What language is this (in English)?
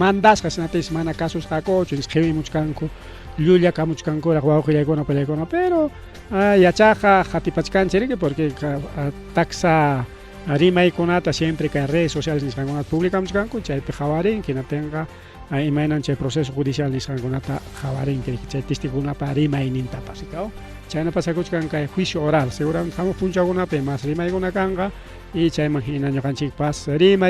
Ayacucho Quechua